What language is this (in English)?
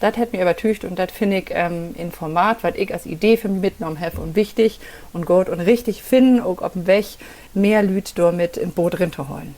Low German